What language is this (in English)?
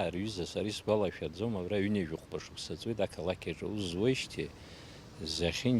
Abkhazian